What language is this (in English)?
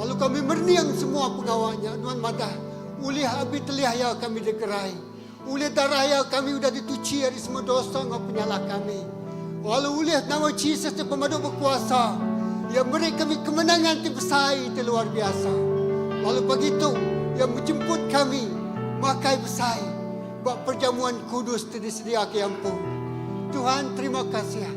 Iban